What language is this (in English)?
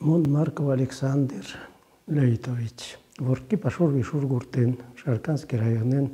Udmurt